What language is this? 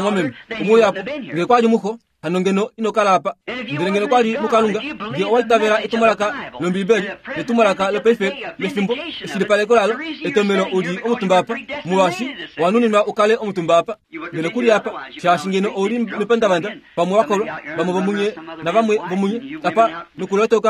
Kuanyama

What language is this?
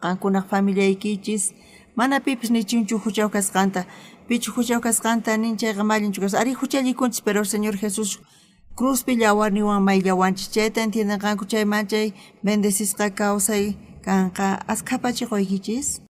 South Bolivian Quechua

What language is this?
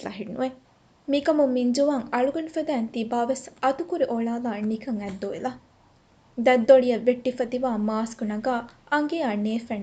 Divehi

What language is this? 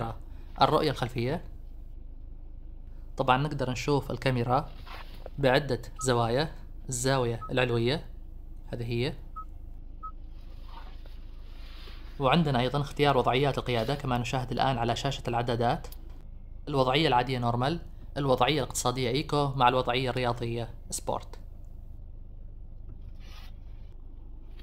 Arabic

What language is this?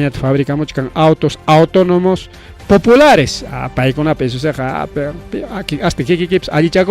Ayacucho Quechua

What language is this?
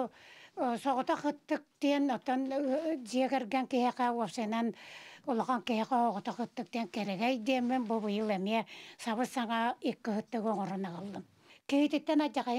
Yakut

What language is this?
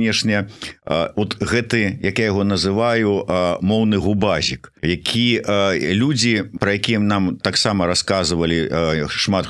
Belarusian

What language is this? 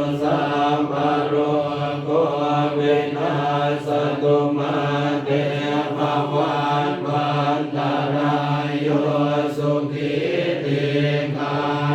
Pali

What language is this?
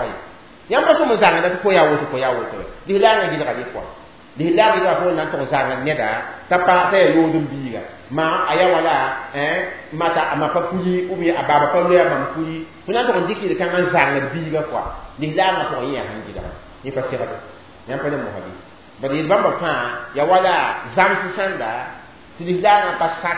Mossi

